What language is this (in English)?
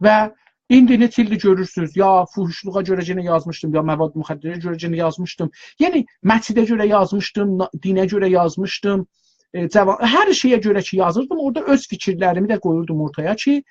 South Azerbaijani